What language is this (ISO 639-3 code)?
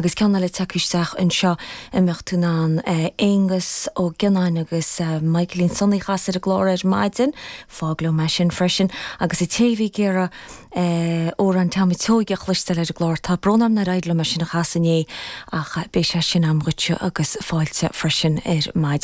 gle